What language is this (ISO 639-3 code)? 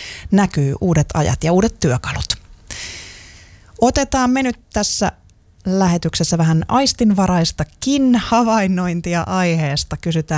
fin